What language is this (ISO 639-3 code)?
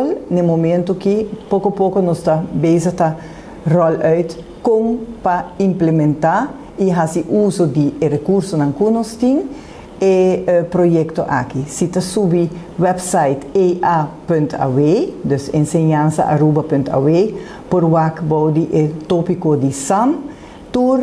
pap